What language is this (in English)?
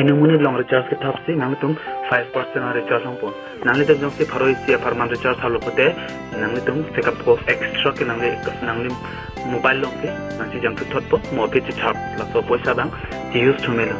Karbi